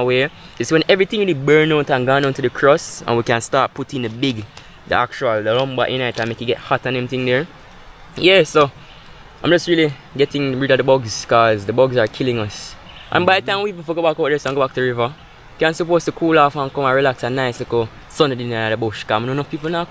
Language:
Jamaican Creole English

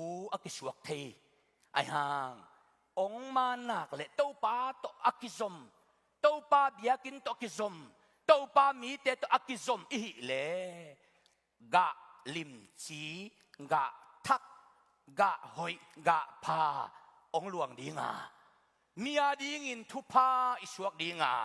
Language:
Tedim Chin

